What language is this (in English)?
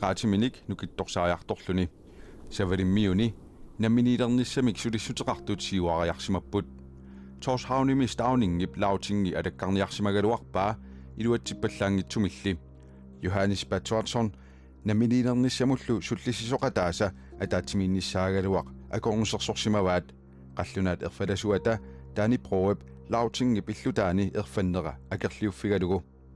Kalaallisut